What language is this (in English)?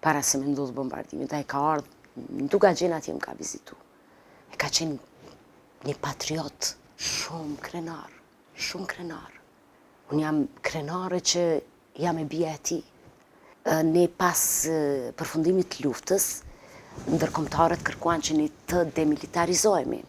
Albanian